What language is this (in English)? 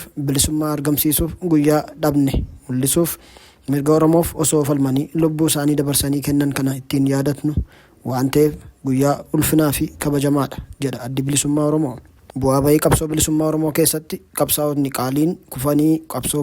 Oromo